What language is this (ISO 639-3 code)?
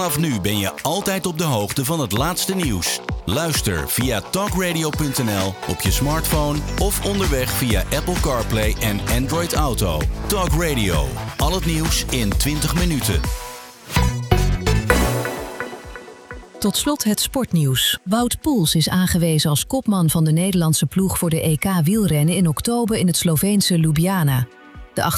nld